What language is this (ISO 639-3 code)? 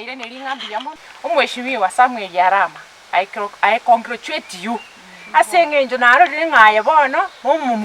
guz